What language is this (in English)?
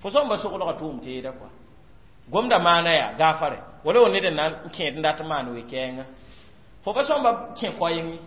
Mossi